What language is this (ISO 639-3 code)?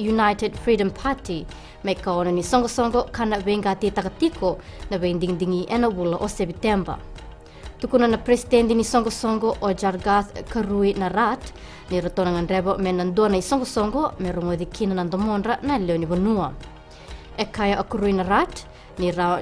fij